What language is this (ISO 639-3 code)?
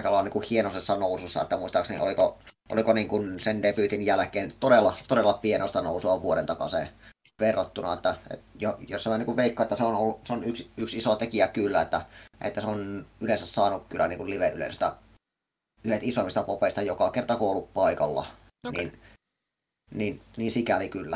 fin